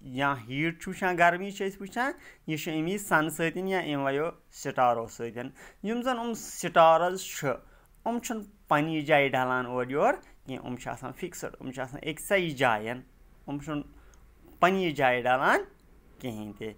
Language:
Kashmiri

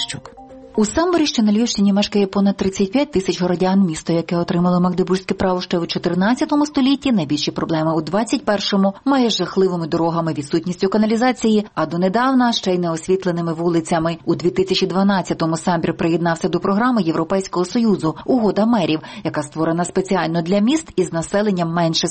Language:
Ukrainian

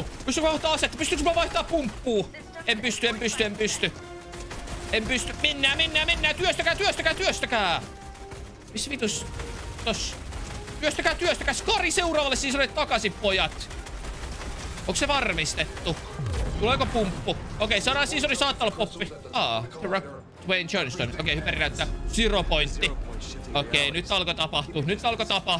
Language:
Finnish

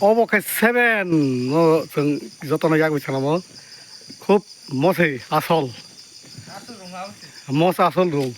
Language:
Kok Borok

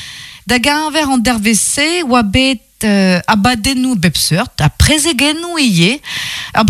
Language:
Breton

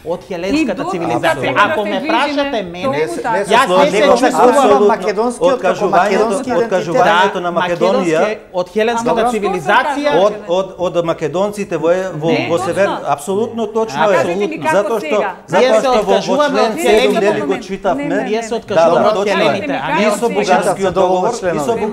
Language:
Macedonian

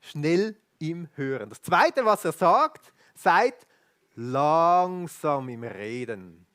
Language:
Swiss German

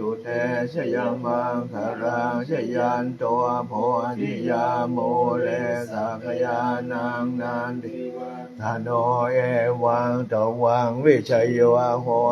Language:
Pali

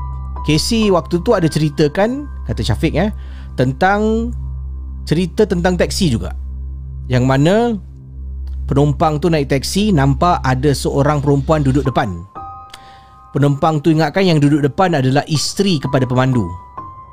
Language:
Malay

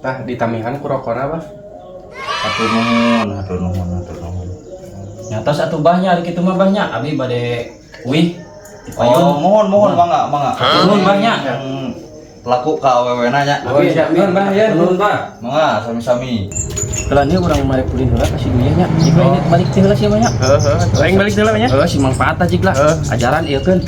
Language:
Sundanese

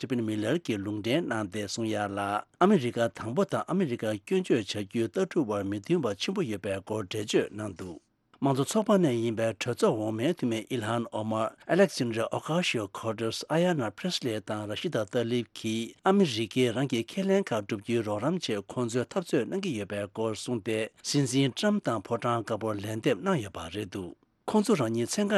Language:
Tibetan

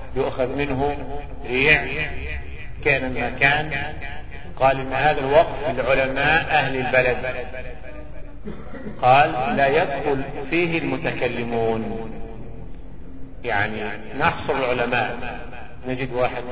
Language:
Arabic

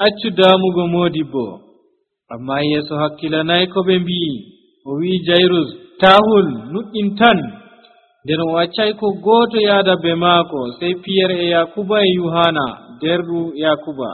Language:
Nigerian Fulfulde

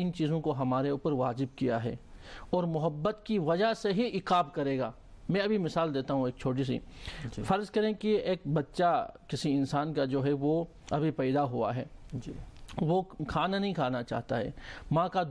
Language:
Urdu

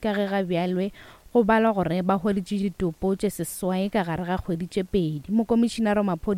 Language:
Northern Sotho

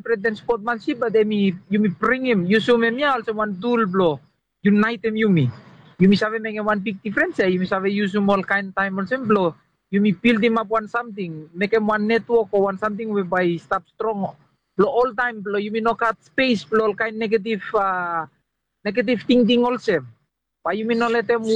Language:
Bislama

